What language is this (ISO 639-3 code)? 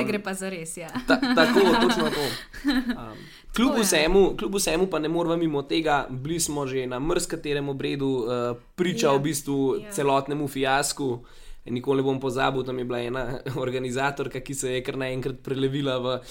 slv